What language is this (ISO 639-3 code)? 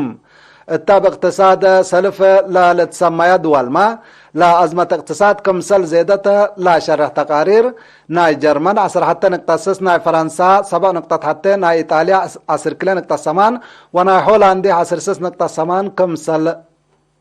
tig